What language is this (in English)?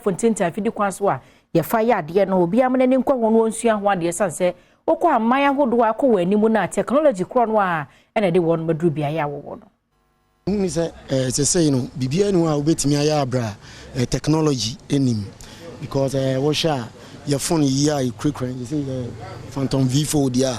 Akan